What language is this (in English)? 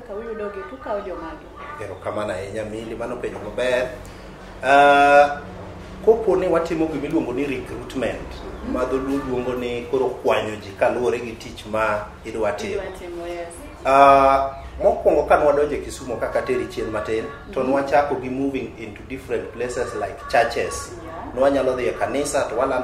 Luo (Kenya and Tanzania)